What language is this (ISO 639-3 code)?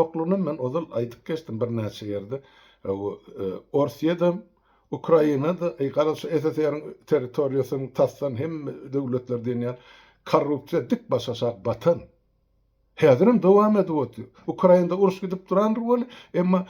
tuk